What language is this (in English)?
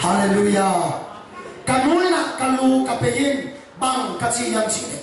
Tedim Chin